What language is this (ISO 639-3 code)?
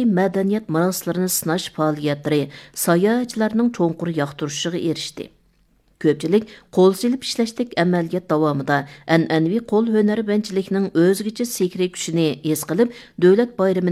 uig